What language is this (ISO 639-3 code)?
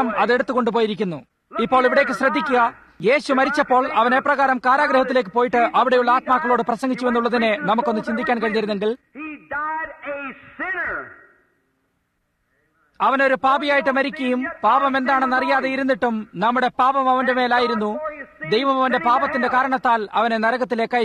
mal